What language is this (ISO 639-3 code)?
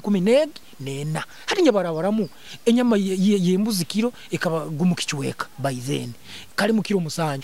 nyo